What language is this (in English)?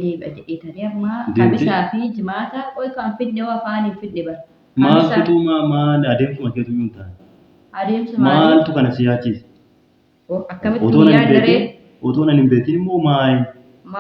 Oromo